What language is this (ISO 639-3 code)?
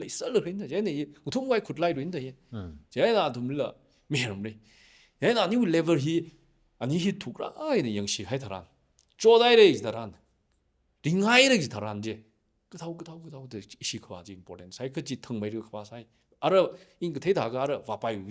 nmf